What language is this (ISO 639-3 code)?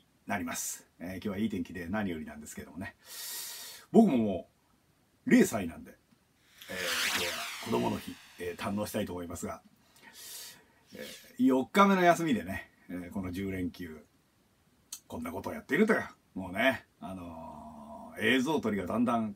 jpn